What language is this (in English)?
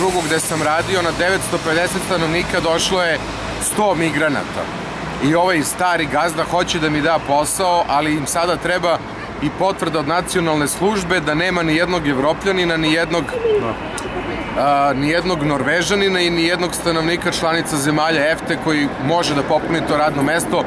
Serbian